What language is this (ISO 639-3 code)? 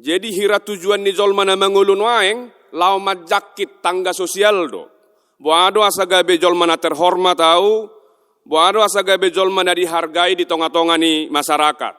bbc